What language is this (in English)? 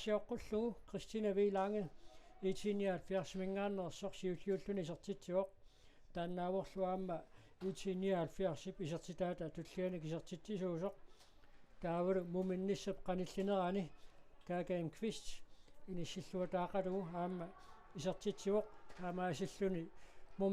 Kalaallisut